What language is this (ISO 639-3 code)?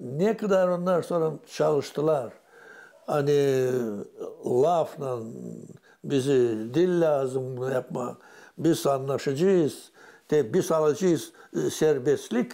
gag